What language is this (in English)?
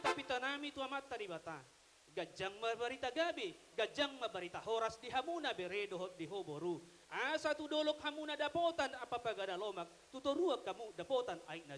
Batak Toba